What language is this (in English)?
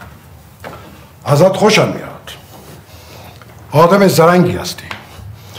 Persian